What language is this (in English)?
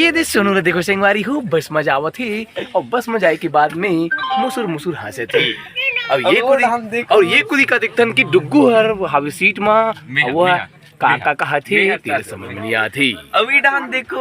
Chhattisgarhi